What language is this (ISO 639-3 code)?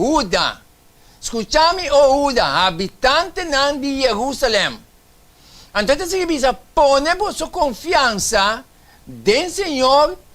pap